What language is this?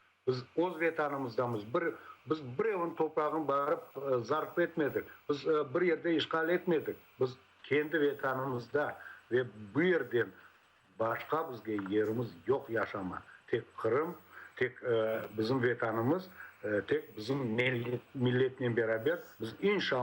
Crimean Tatar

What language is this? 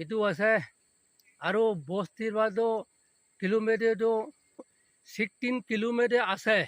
Naga Pidgin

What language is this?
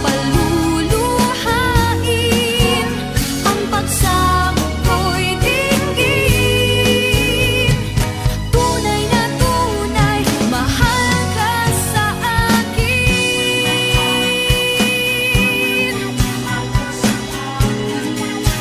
Filipino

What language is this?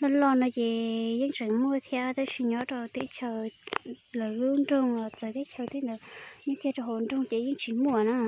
Hmong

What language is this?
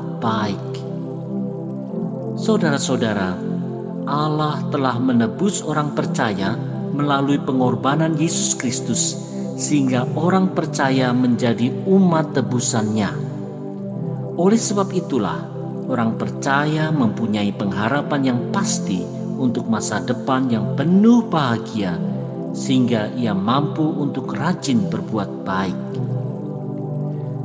Indonesian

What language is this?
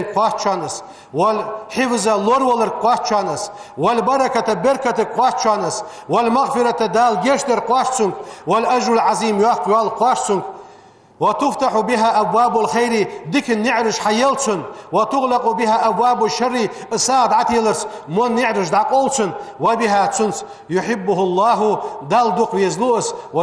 Ingush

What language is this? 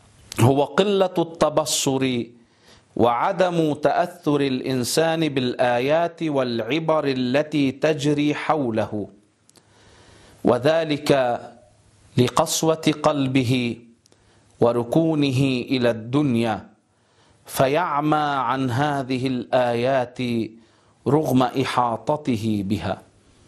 Arabic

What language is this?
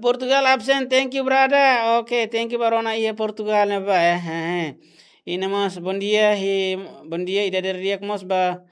Tetum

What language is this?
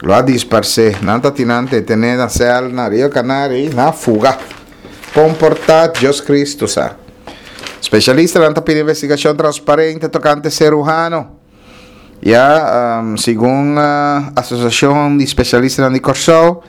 Papiamento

